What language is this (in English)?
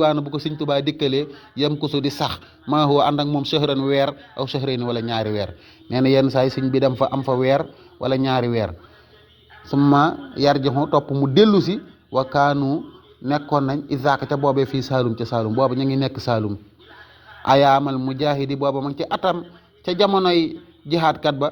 Wolof